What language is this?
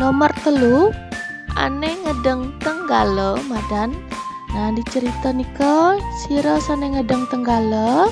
Balinese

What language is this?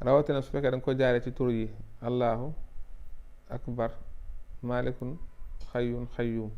Wolof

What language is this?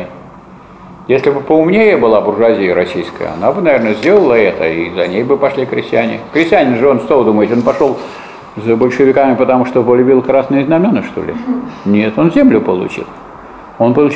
Russian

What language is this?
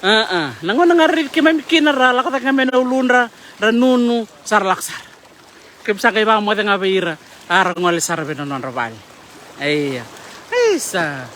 Fijian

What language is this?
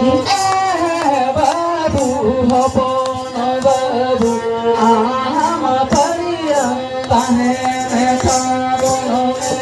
Santali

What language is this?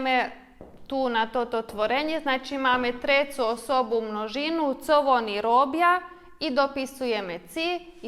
Rusyn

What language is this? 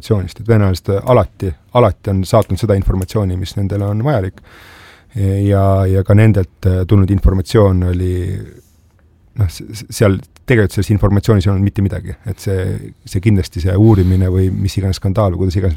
Estonian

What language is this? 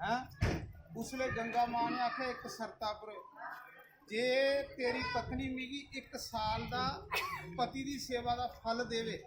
Dogri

